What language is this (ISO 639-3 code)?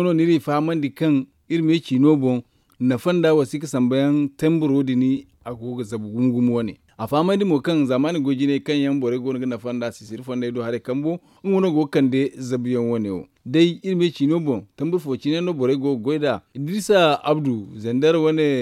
dje